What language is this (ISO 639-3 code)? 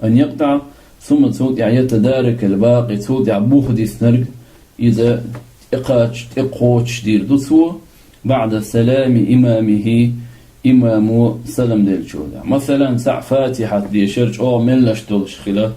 che